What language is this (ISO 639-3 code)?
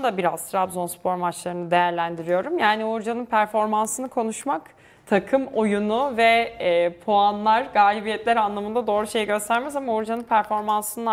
tur